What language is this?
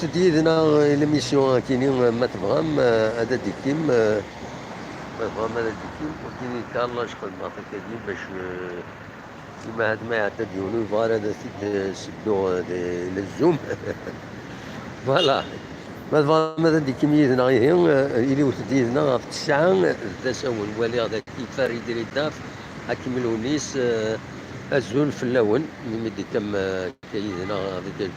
Kabyle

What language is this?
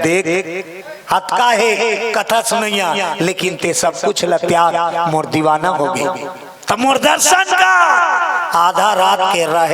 Chhattisgarhi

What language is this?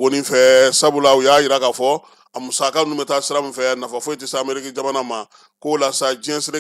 Bambara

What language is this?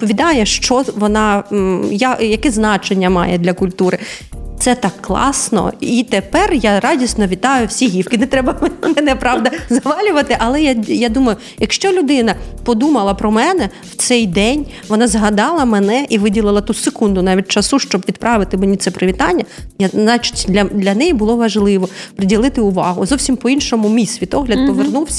Ukrainian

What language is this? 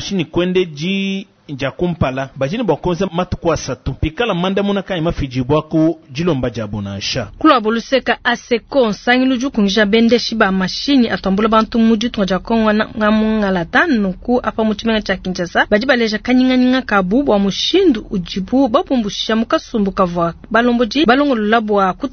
Luba-Lulua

